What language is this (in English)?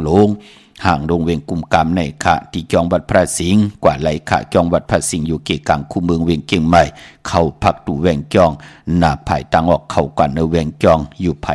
Shan